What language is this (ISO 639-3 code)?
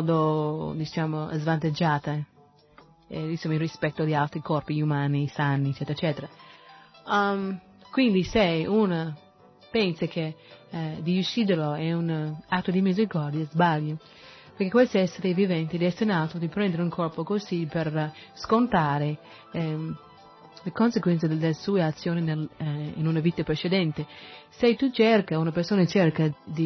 ita